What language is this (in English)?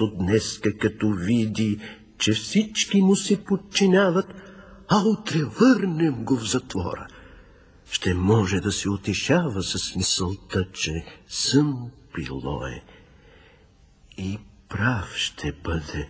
Bulgarian